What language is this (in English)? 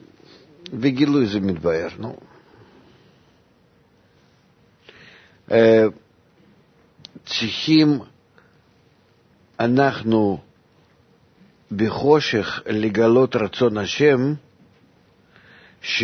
Hebrew